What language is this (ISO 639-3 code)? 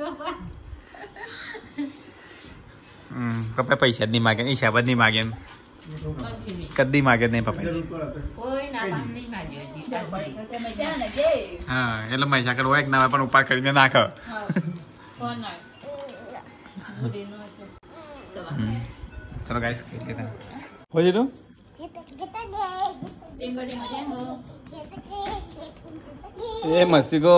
guj